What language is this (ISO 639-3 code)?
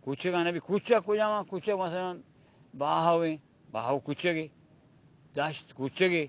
bgp